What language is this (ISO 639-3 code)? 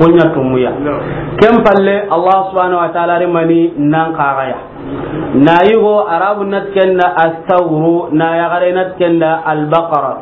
snk